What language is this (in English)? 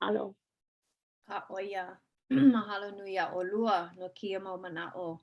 Hawaiian